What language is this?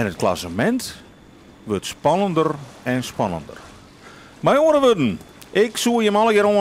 Western Frisian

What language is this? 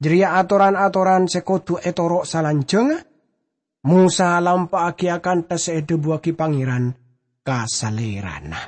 Madurese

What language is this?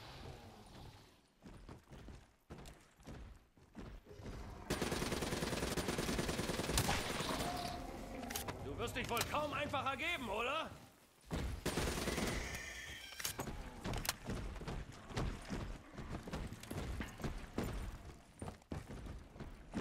German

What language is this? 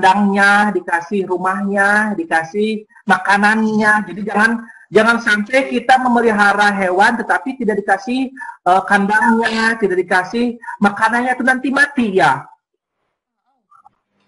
Indonesian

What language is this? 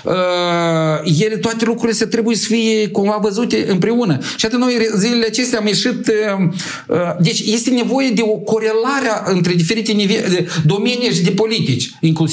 Romanian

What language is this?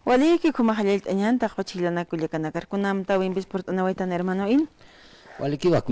Aymara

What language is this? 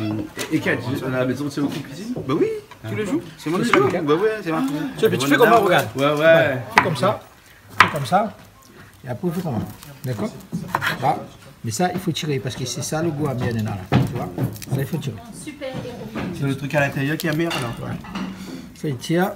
Réunion Creole French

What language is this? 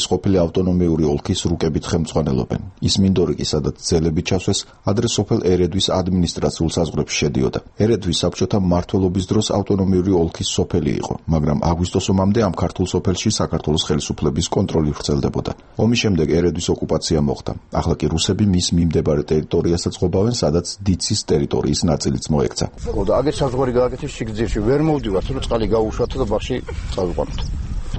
Georgian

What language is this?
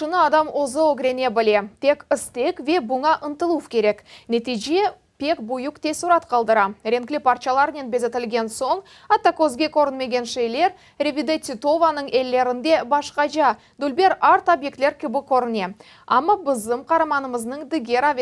Crimean Tatar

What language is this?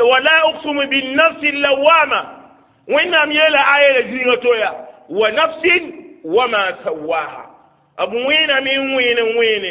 Mossi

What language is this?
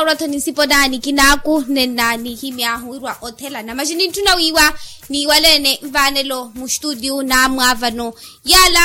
Makhuwa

